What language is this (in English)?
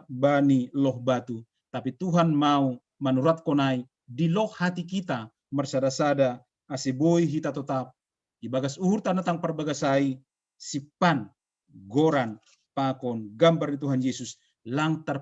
Batak Simalungun